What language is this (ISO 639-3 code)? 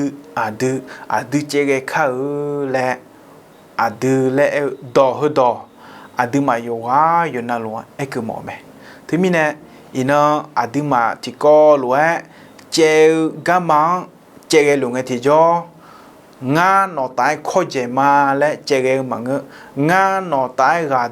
ahk